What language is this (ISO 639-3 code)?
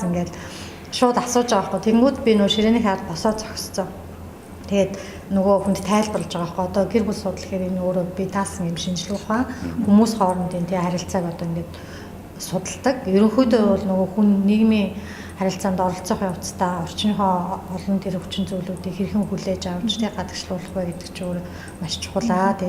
mon